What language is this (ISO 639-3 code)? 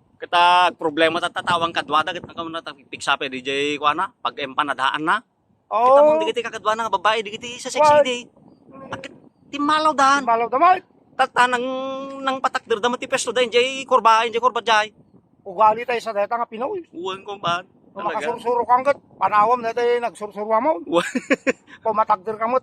ilo